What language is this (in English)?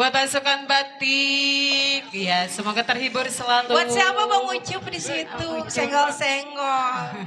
Betawi